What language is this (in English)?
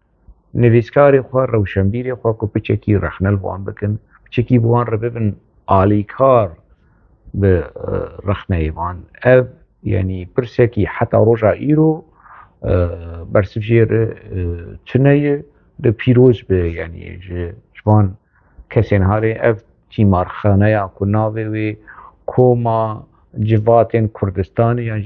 Kurdish